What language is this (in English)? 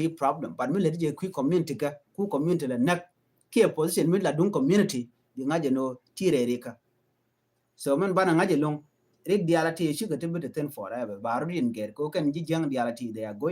Nuer